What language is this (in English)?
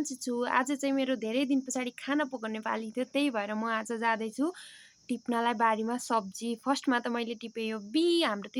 Nepali